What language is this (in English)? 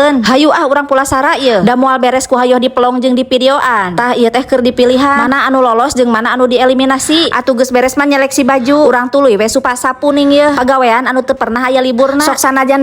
Sundanese